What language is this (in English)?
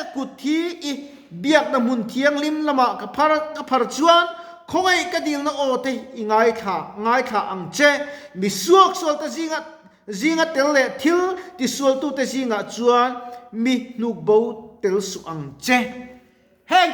Mizo